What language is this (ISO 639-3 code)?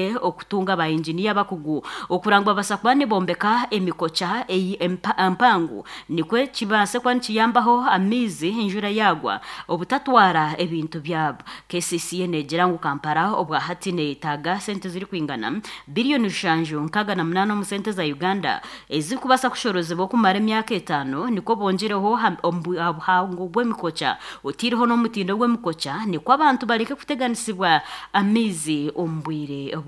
nyn